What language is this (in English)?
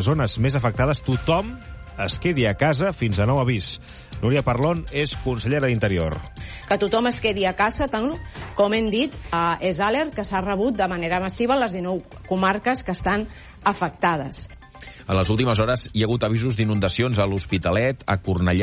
Catalan